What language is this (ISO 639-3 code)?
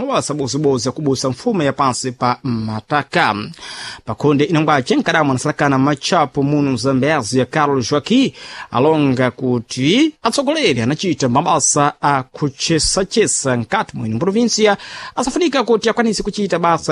seh